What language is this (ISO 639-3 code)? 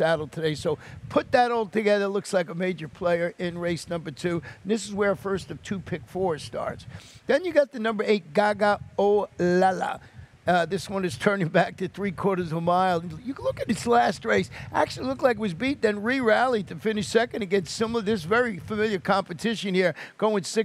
eng